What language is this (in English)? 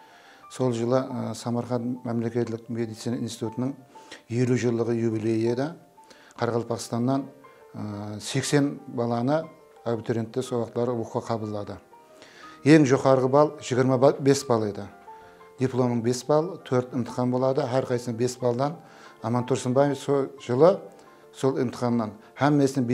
Kara-Kalpak